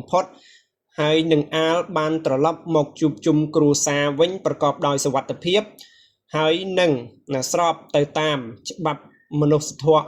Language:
Khmer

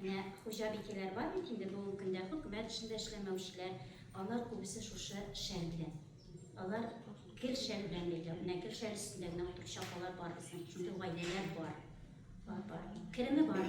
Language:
Tatar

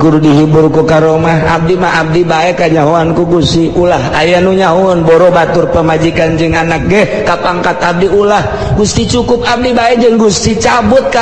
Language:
Sundanese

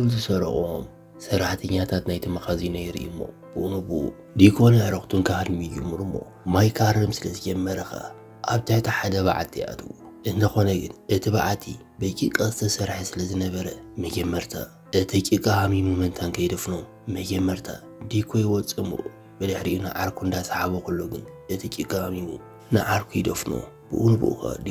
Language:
Tigrinya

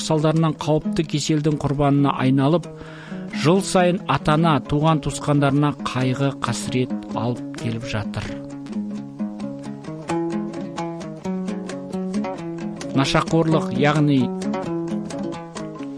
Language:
Kazakh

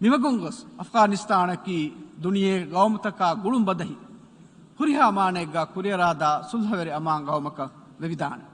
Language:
Divehi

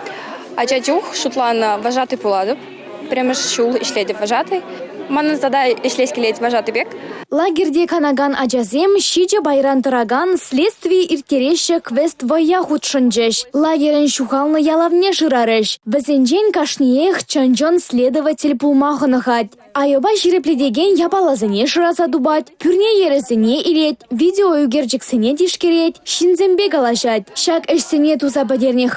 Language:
Chuvash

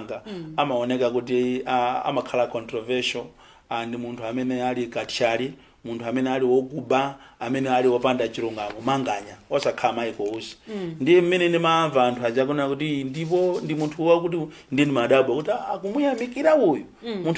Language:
Nyanja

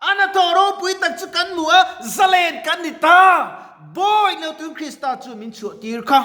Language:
Mizo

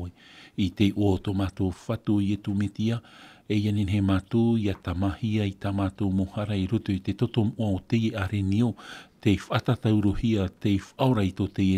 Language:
Tahitian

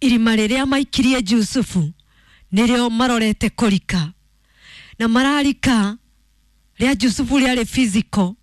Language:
Kikuyu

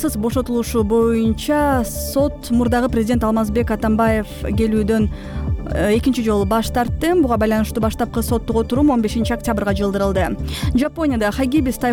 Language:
Kyrgyz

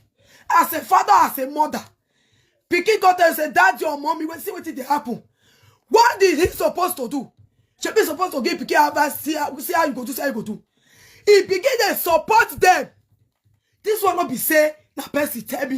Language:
Nigerian Pidgin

